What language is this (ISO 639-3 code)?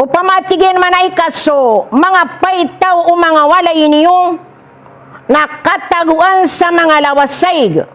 mrw